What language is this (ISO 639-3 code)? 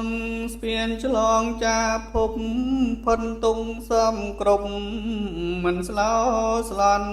khm